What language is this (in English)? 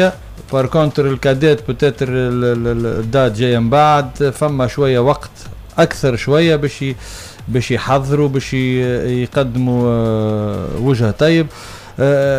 Tunisian Arabic